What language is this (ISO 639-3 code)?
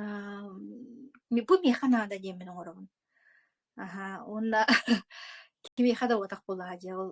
sah